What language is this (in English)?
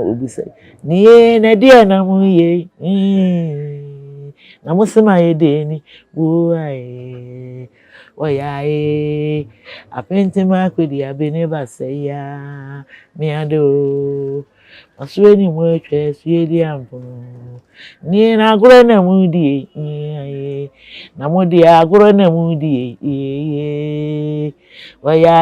Akan